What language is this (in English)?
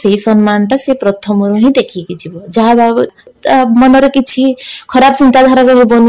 Odia